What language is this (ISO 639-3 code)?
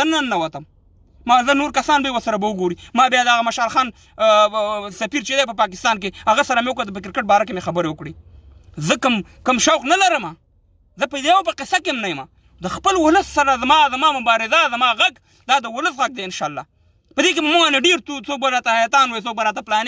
pus